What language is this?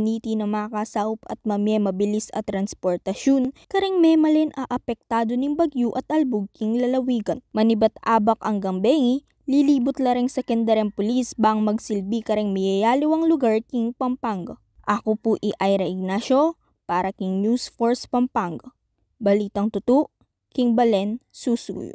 Pampanga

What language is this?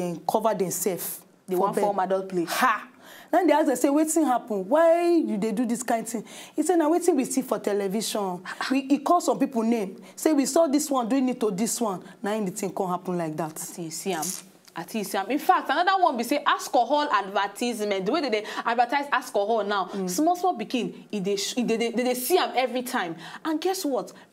Nigerian Pidgin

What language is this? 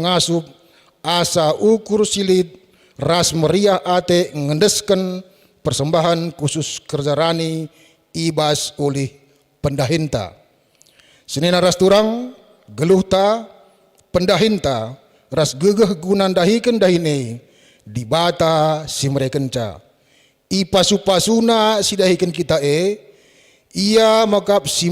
Batak Karo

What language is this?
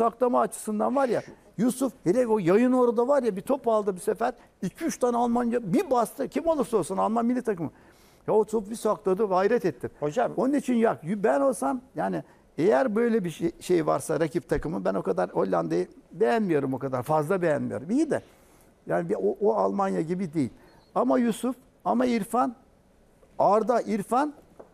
Turkish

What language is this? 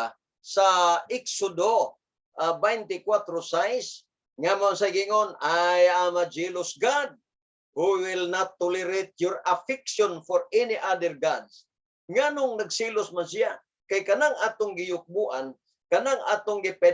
Cebuano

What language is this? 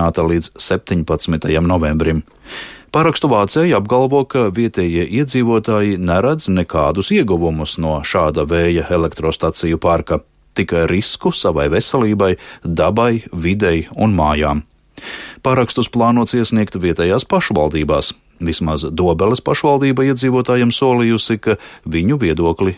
Latvian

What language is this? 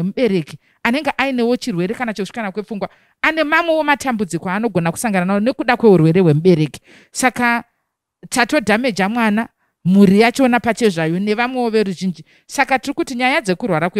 Shona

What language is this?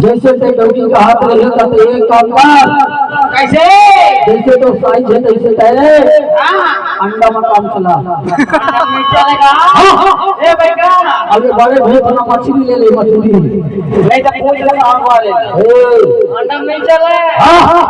Chhattisgarhi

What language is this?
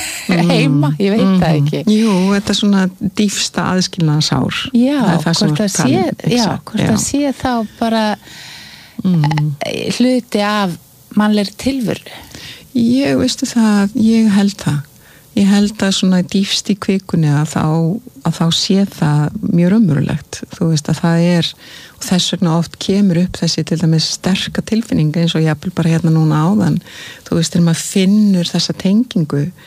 Icelandic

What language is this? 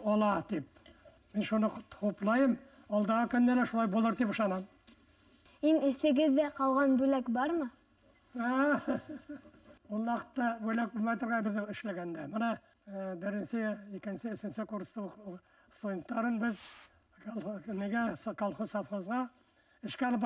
Bashkir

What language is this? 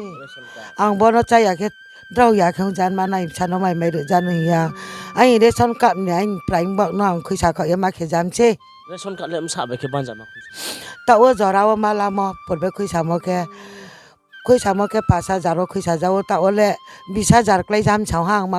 Riang (India)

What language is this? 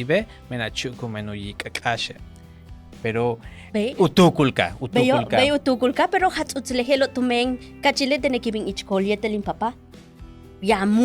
Yucateco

